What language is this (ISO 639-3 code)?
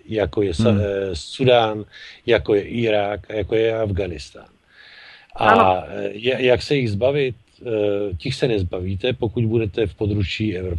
ces